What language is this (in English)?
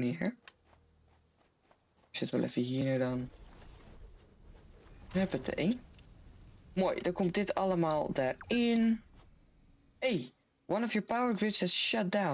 Dutch